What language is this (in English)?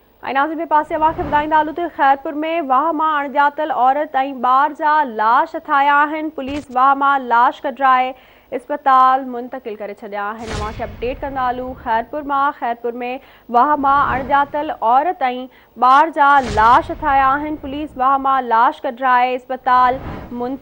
Sindhi